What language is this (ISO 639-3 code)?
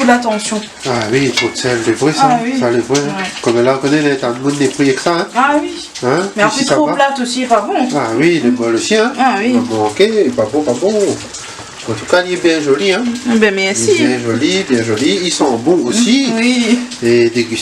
rcf